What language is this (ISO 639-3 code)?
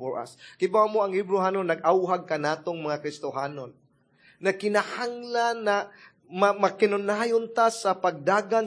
ceb